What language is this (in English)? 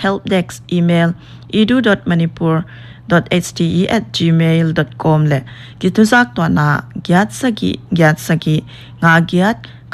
Paite Chin